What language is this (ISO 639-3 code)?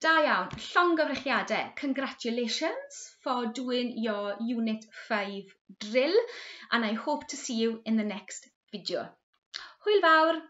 cym